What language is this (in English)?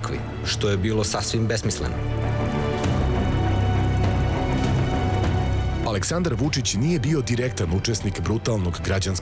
Serbian